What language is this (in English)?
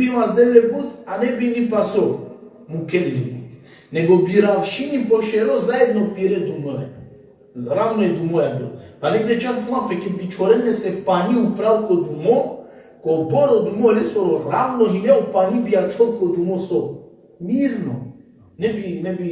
Balkan Romani